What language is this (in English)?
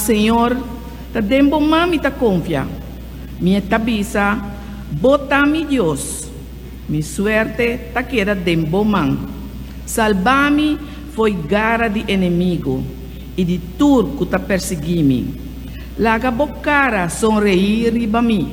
Papiamento